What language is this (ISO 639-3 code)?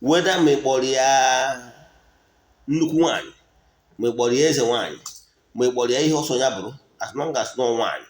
ibo